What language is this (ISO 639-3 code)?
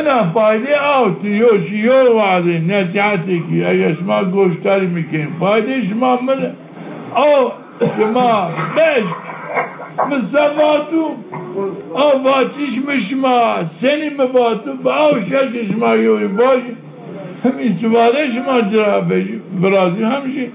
zza